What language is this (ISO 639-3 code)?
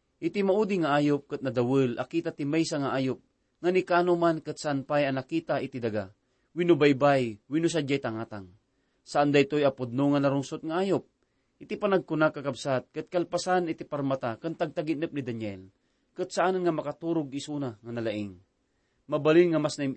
ilo